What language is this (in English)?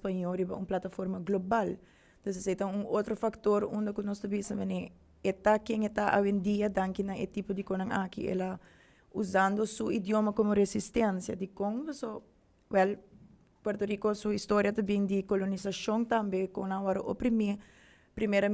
Papiamento